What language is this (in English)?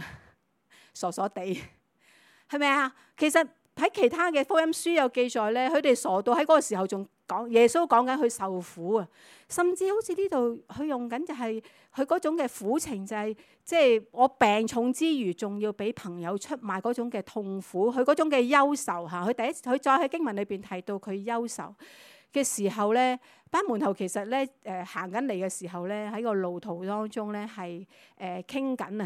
Cantonese